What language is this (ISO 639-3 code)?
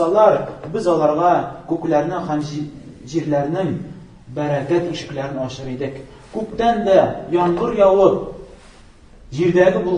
tat